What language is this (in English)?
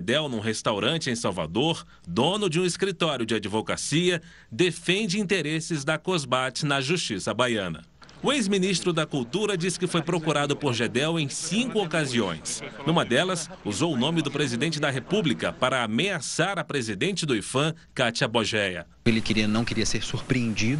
Portuguese